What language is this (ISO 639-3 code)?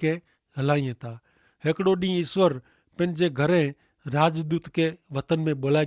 kfr